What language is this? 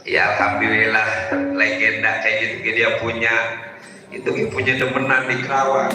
Betawi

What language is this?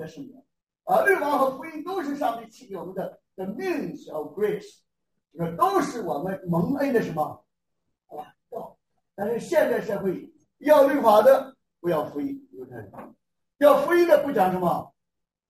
Chinese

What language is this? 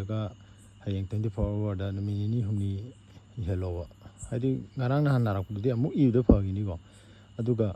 Manipuri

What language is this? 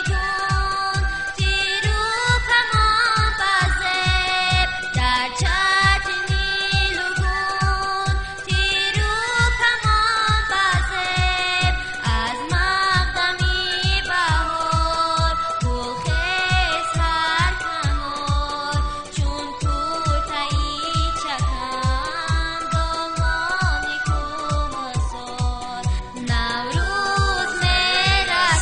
Tajik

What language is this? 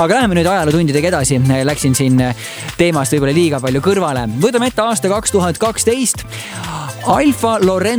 Estonian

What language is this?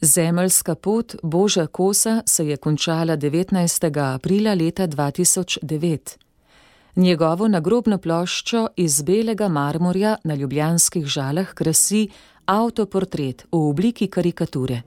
Slovenian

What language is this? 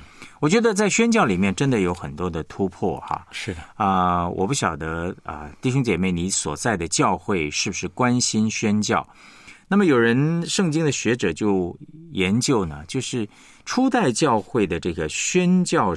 Chinese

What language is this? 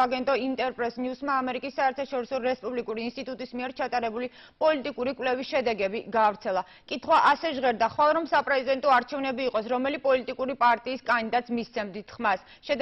Georgian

